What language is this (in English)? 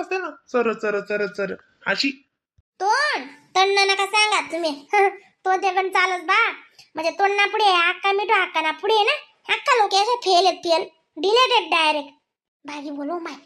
Khandesi